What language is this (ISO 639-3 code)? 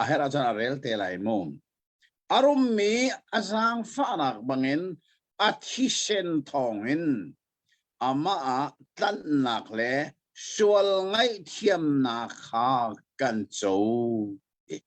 cnh